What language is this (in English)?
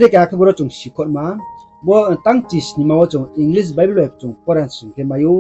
Riang (India)